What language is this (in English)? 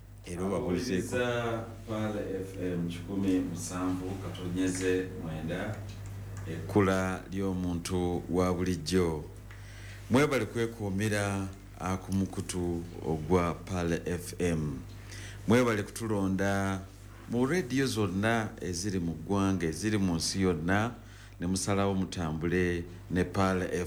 Ganda